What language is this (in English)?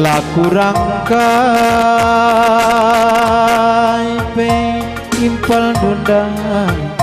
Batak Karo